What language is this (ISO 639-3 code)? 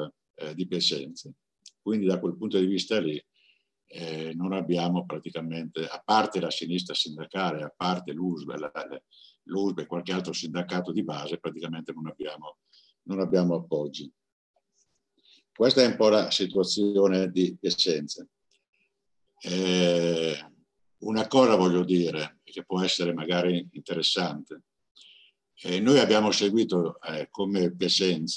ita